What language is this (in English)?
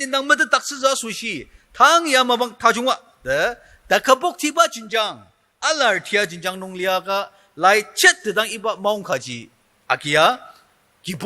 Ao Naga